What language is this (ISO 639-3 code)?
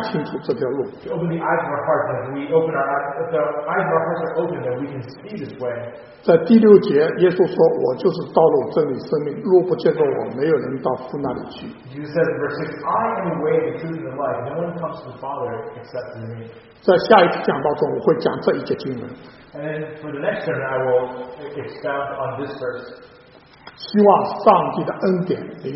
zho